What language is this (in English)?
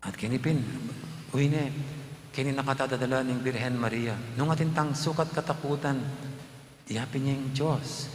Pampanga